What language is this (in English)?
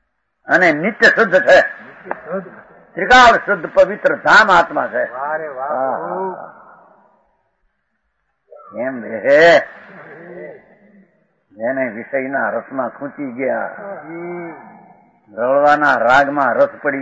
Gujarati